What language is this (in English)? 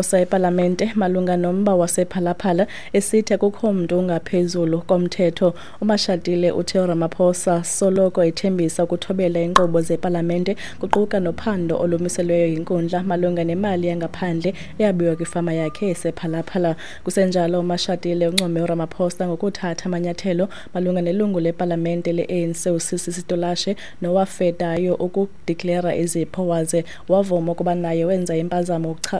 Xhosa